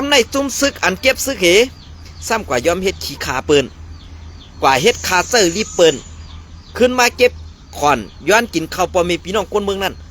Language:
Shan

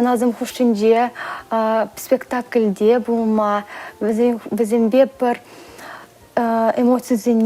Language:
Chuvash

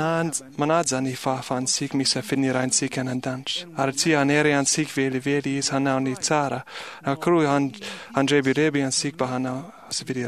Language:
Malagasy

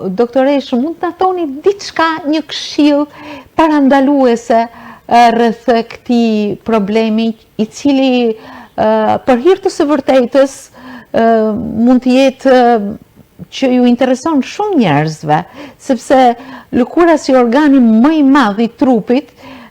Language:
Albanian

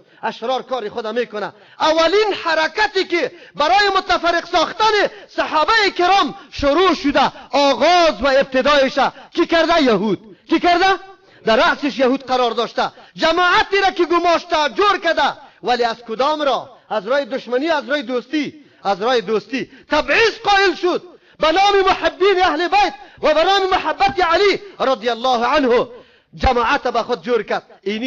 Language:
Persian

